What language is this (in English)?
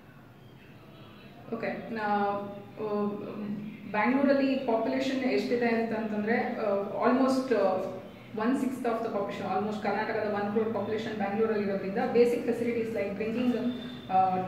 Kannada